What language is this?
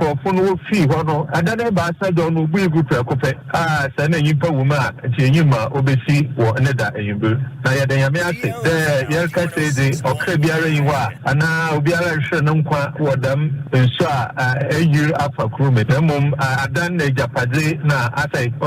Akan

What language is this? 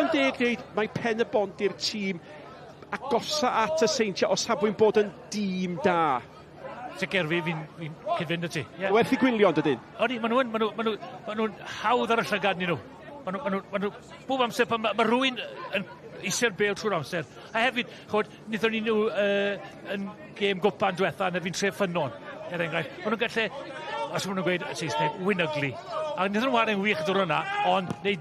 Welsh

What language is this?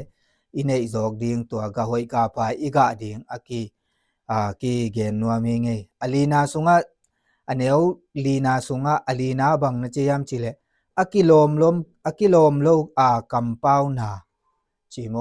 Tedim Chin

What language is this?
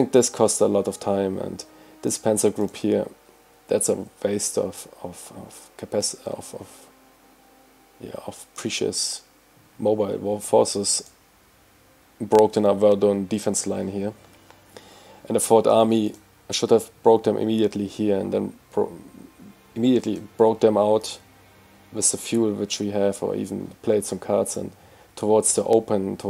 English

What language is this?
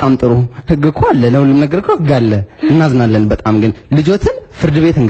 Amharic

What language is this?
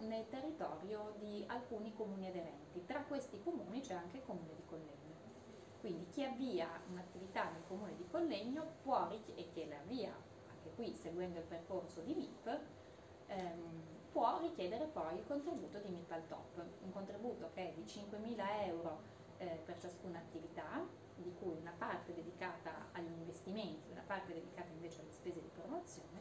Italian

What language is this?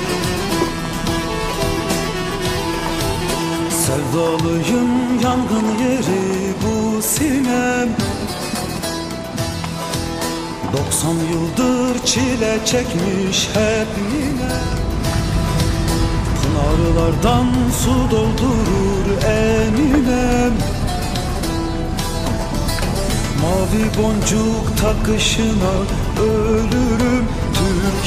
Turkish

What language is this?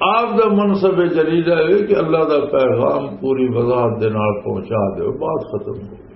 Western Panjabi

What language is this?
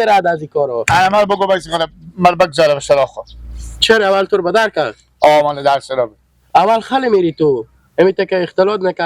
Hazaragi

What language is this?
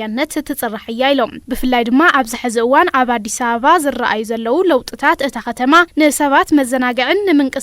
Tigrinya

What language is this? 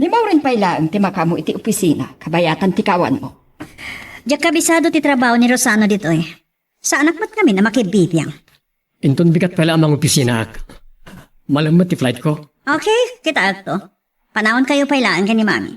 Iloko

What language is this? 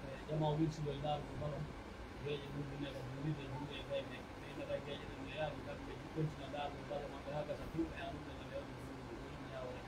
Pular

